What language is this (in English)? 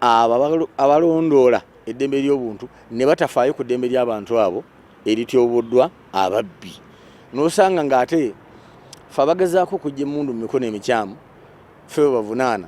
Ganda